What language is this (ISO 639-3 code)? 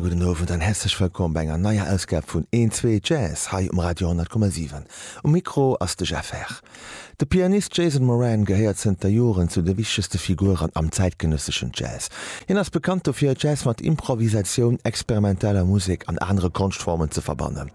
ltz